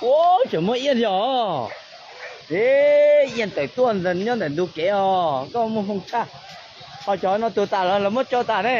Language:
Hmong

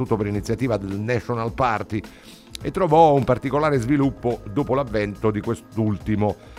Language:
Italian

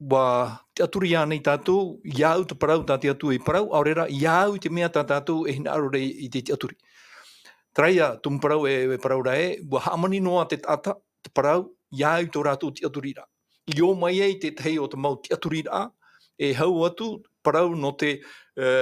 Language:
Tahitian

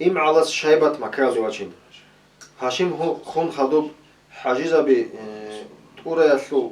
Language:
Avaric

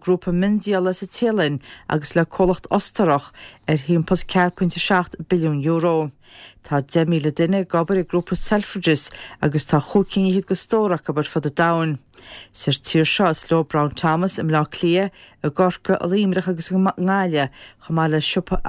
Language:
Irish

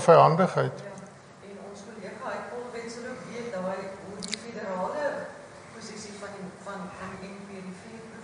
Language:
Afrikaans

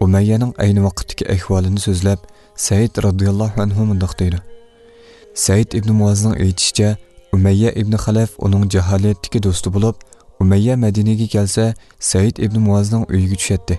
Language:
Uyghur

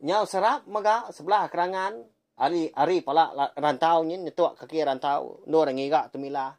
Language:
Iban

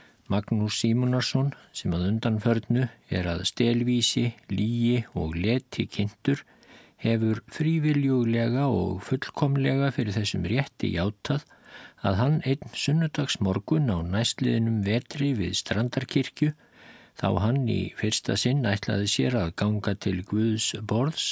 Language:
Icelandic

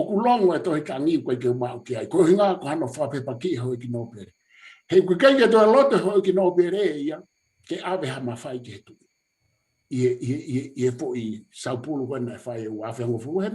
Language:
Tongan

